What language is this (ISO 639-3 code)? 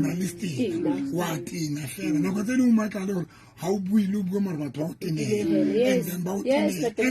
sot